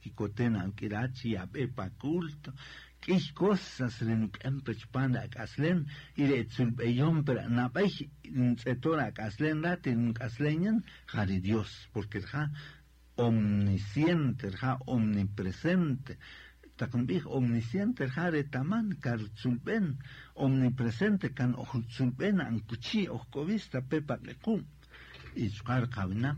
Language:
Kaqchikel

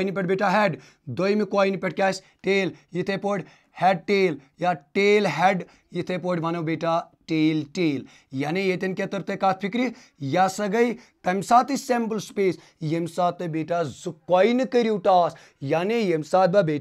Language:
Kashmiri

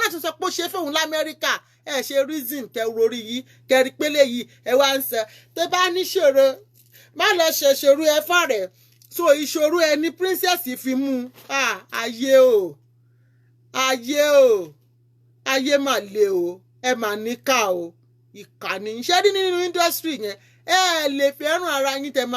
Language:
Yoruba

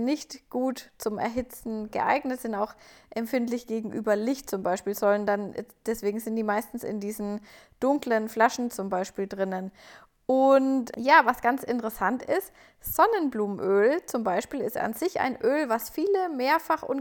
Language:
German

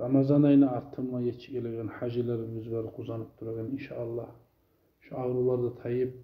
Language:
Kumyk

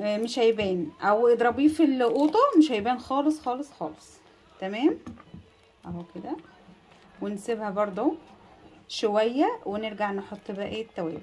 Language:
Egyptian Arabic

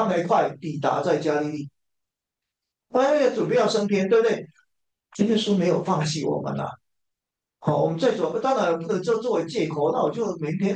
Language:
Chinese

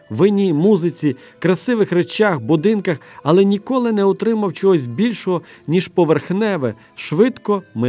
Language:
Ukrainian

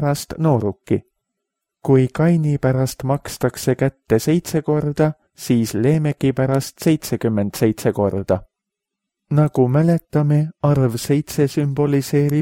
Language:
Estonian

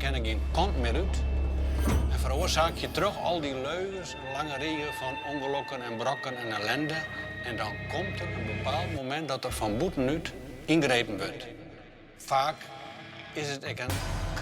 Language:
Western Frisian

